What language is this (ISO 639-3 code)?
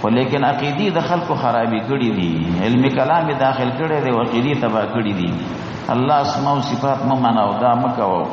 pus